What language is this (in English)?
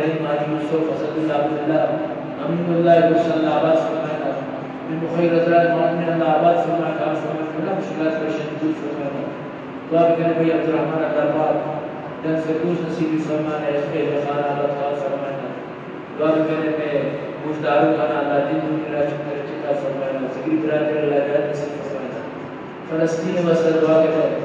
Eastern Balochi